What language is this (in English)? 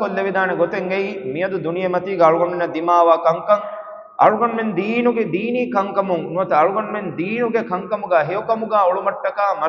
Divehi